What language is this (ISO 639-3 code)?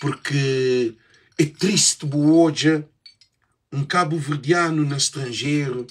kea